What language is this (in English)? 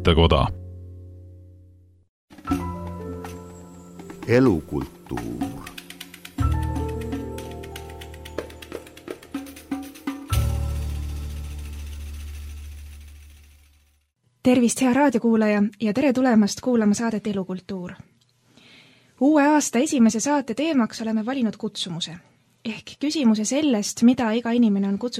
Estonian